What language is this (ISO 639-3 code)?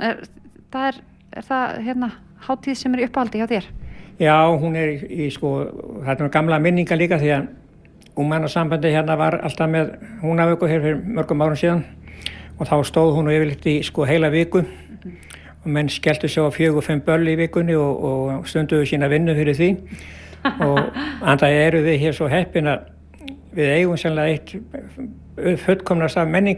isl